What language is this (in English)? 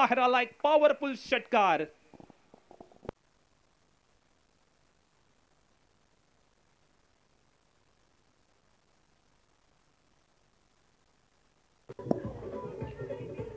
Marathi